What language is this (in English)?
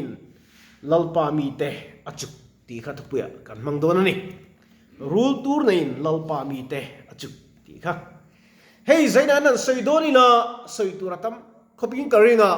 Mizo